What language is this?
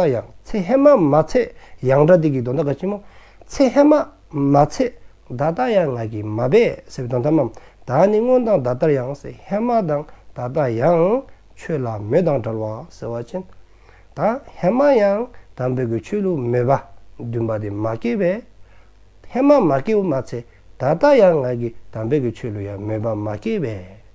Dzongkha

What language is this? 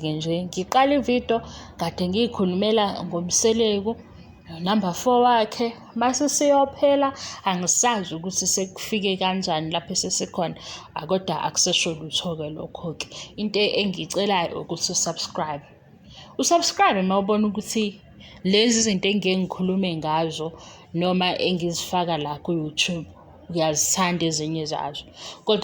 Zulu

